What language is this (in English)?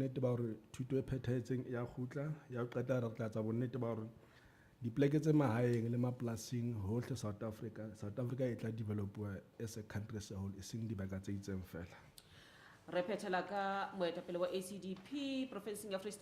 Southern Sotho